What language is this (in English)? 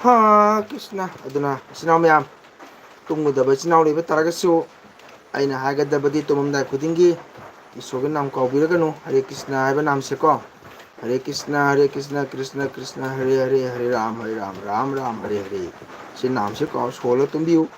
Manipuri